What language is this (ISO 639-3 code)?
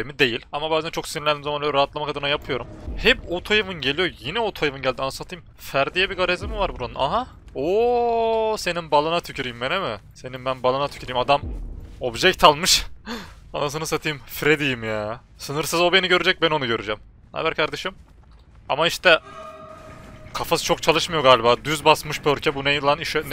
tur